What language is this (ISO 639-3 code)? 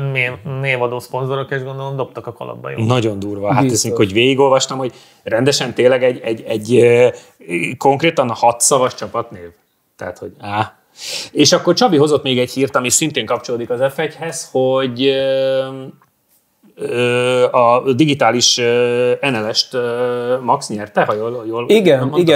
hun